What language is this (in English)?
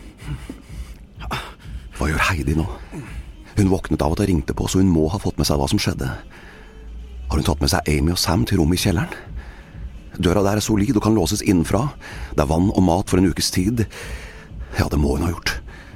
Norwegian